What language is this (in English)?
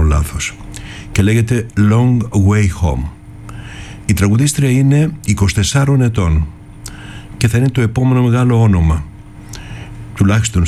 Greek